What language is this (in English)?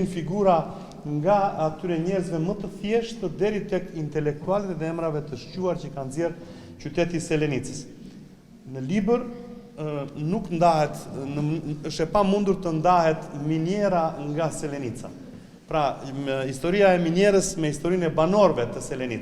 Albanian